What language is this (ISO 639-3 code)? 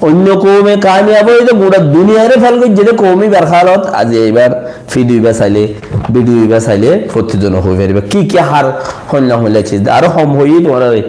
rhg